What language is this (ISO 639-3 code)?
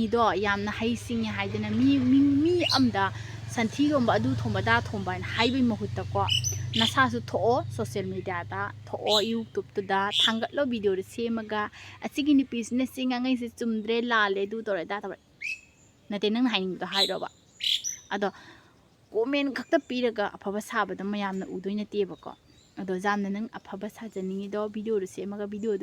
mni